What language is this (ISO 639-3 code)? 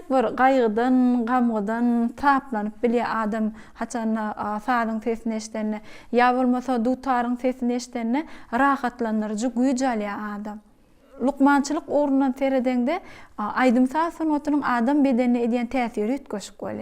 tuk